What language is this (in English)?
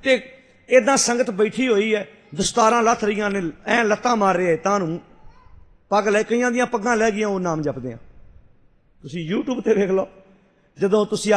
Punjabi